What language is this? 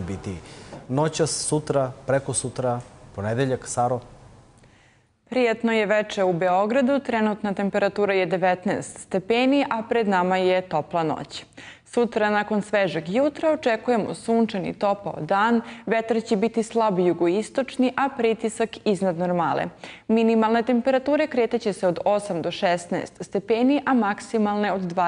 Serbian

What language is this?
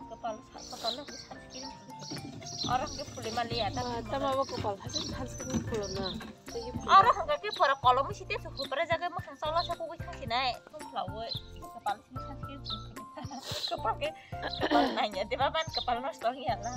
Kok Borok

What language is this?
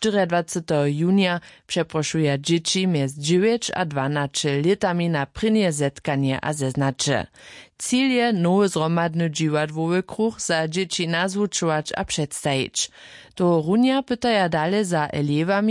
Upper Sorbian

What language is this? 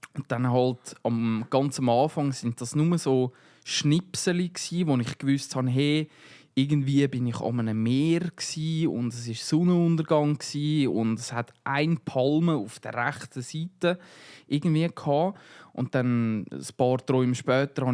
Swiss German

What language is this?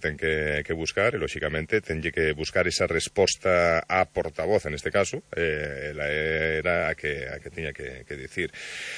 Galician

